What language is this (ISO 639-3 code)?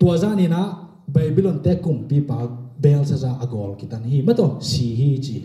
ctd